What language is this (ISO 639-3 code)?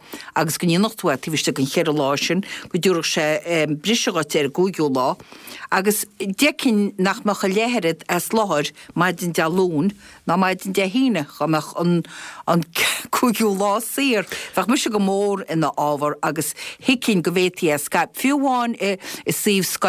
gle